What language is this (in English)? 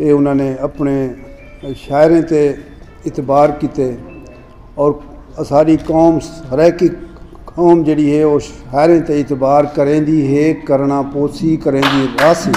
Saraiki